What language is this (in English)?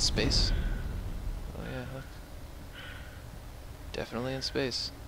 English